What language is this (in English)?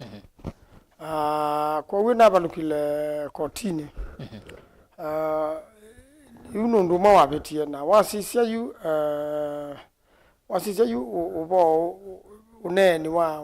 Kamba